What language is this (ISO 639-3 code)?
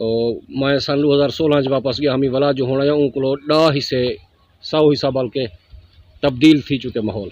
skr